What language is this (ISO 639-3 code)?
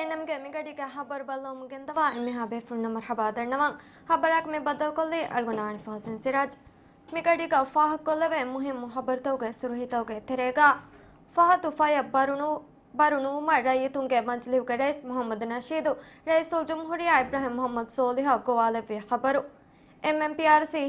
div